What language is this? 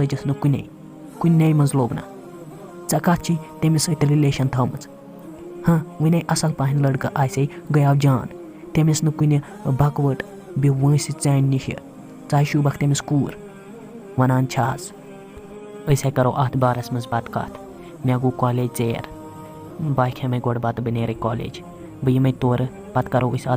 Kashmiri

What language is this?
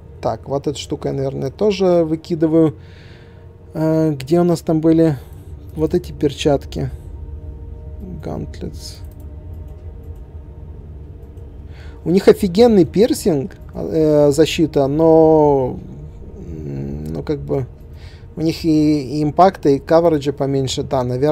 Russian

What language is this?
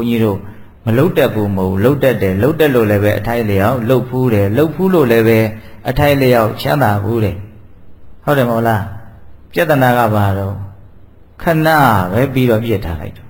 Burmese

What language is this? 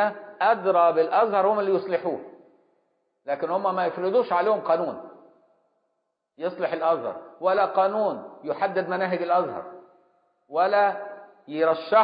Egyptian Arabic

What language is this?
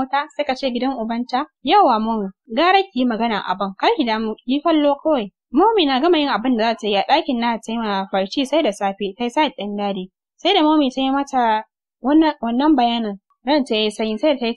Hausa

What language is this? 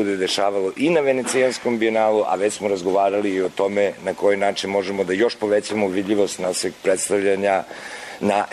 Serbian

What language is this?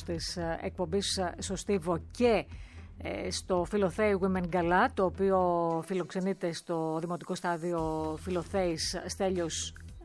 Greek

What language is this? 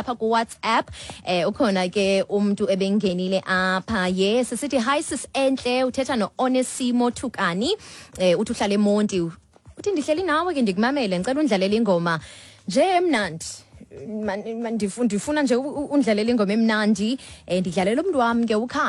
Xhosa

